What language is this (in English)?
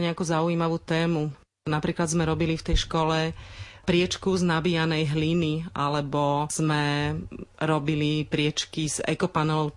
Slovak